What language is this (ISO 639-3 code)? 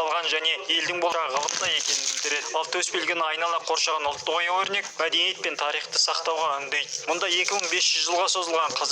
kaz